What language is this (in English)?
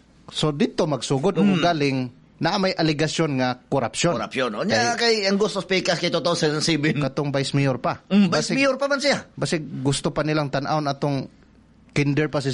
Cebuano